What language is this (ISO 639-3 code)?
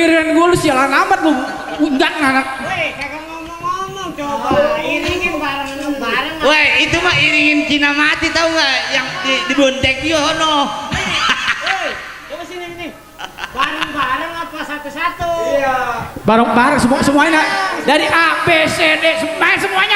bew